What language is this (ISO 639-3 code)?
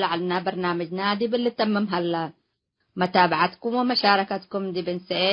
tig